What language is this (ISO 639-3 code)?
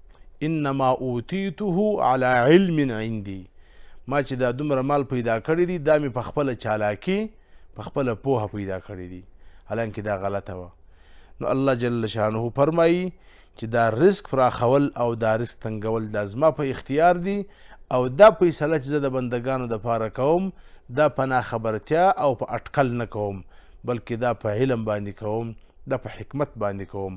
pus